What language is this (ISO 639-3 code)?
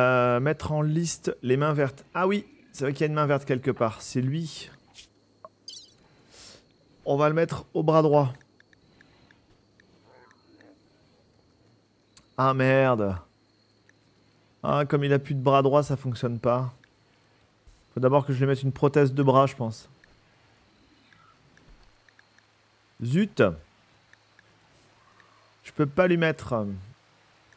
fra